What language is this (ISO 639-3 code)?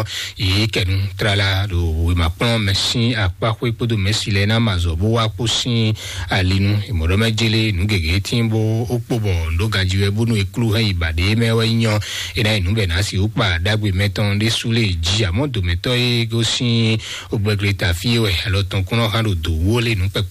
fon